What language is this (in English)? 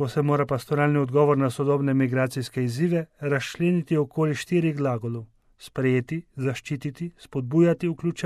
Slovenian